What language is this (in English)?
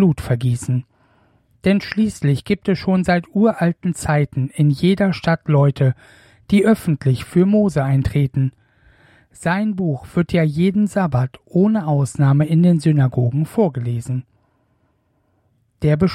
German